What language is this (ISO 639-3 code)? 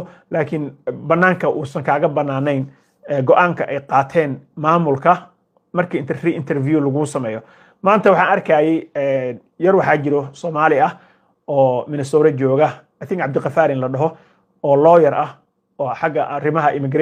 som